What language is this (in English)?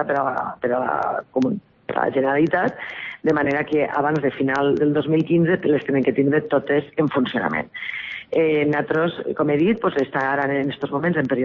Catalan